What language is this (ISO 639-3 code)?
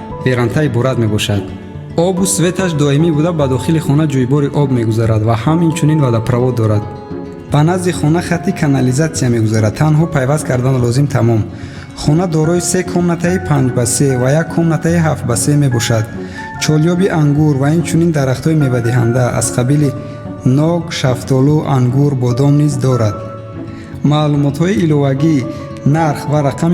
tgk